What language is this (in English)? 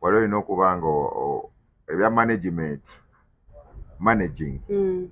Ganda